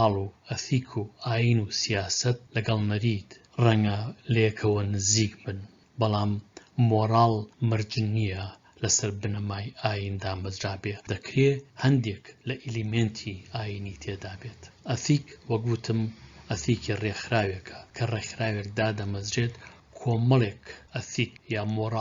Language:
Central Kurdish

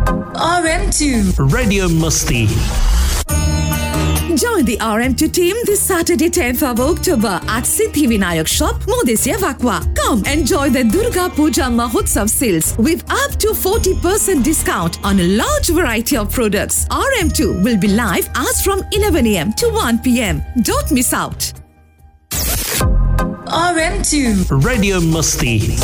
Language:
Hindi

